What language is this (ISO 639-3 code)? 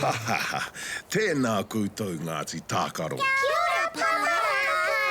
mri